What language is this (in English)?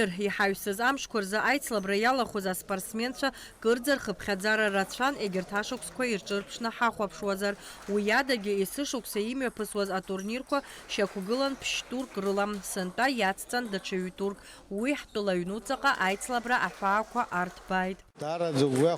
Abkhazian